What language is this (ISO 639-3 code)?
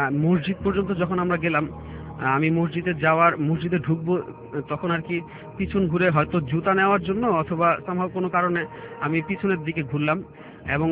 ben